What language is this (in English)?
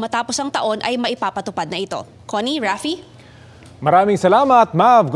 Filipino